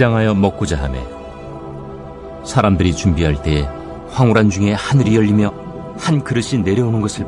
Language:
Korean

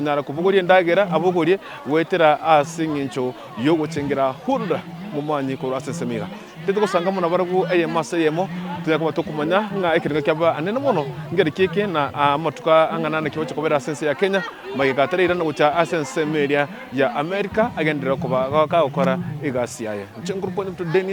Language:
Gusii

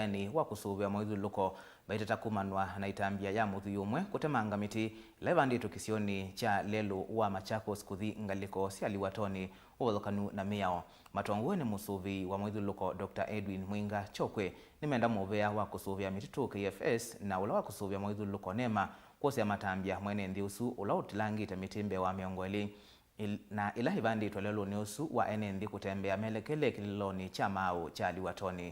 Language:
Kamba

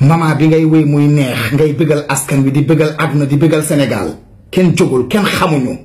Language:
Wolof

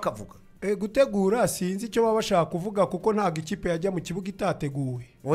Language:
Kinyarwanda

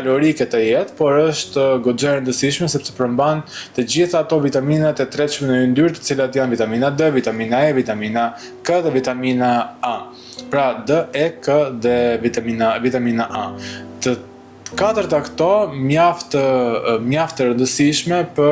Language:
Albanian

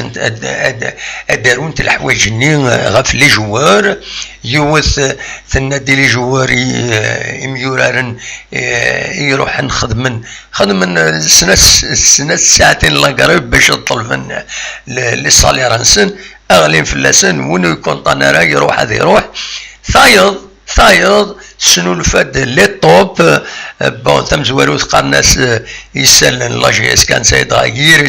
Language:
Kabyle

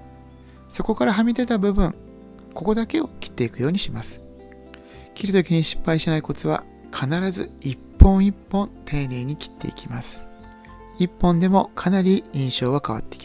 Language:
Japanese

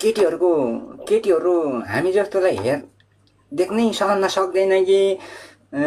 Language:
Nepali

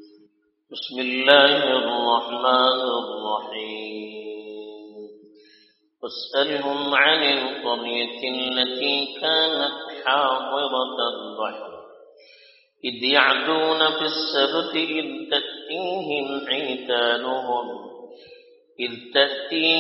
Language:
Urdu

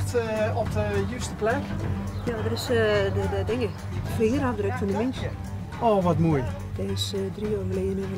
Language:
Limburgish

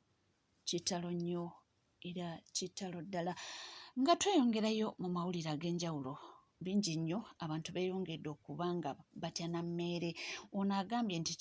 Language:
Ganda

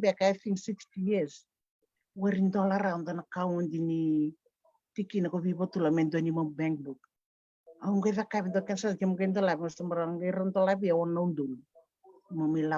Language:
Fijian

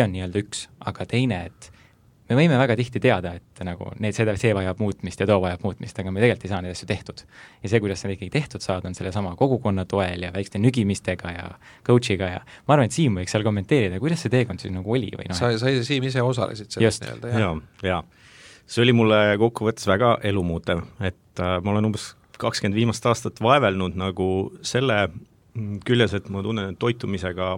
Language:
Estonian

